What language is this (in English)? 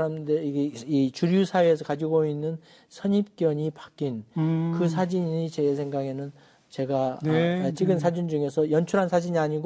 Korean